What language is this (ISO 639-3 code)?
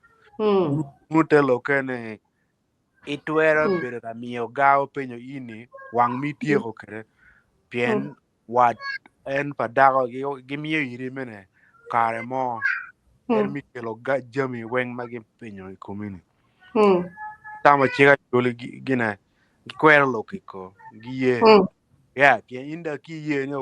ach